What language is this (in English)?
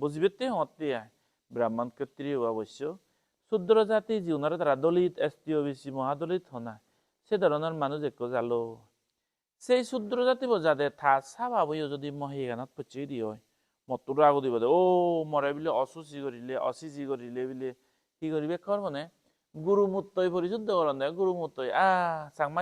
Chakma